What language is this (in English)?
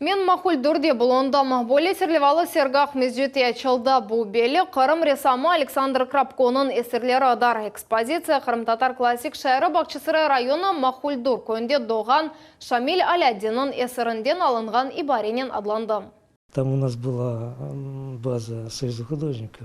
Crimean Tatar